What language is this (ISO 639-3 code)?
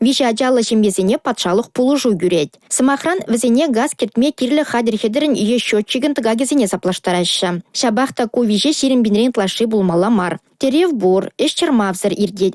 chv